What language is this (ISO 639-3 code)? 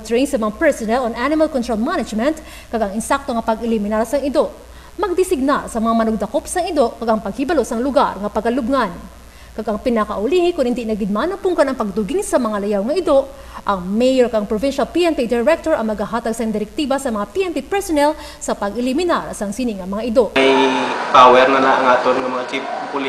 hil